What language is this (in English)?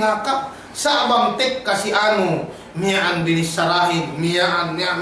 Yakan